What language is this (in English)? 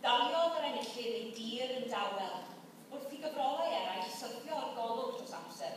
Welsh